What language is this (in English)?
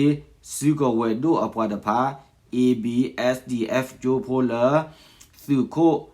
S'gaw Karen